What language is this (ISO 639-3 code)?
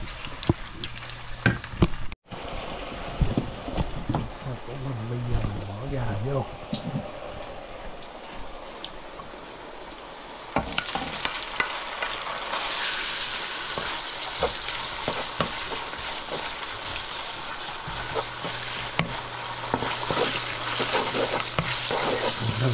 vie